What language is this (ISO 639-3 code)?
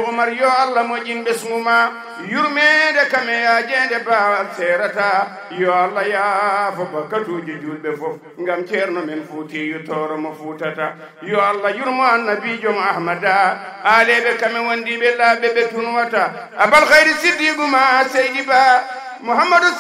ful